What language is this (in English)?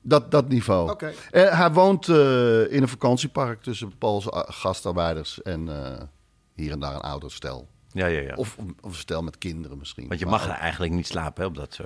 Dutch